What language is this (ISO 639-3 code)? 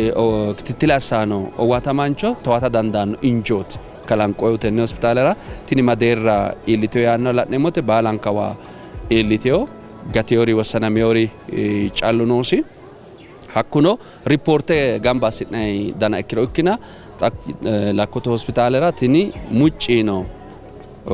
sid